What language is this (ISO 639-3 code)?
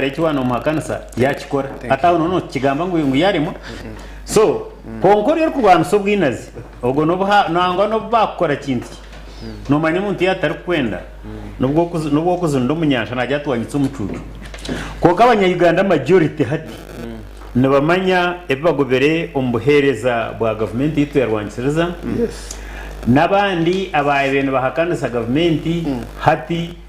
nyn